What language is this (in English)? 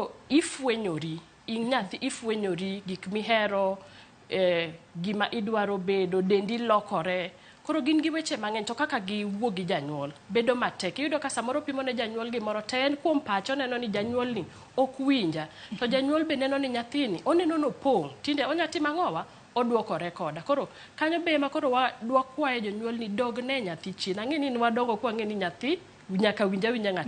Luo (Kenya and Tanzania)